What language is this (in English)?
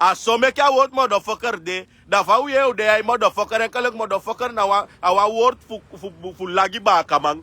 Sranan Tongo